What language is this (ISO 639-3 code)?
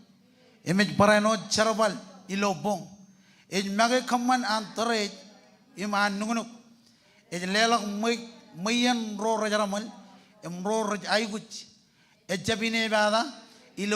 mah